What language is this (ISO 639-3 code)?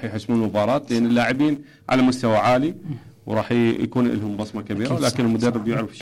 acm